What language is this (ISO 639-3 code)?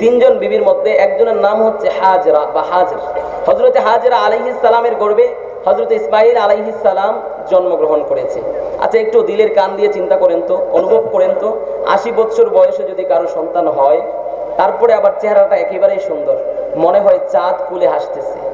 ben